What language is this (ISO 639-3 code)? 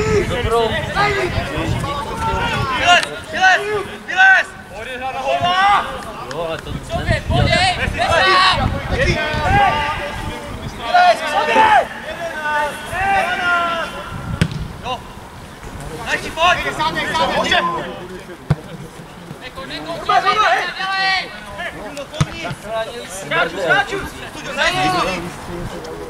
ces